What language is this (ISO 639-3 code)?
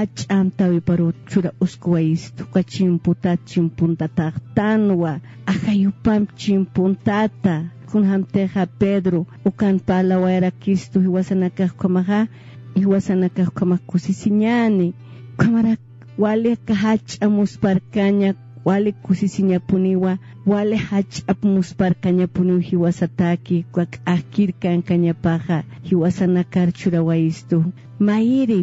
aym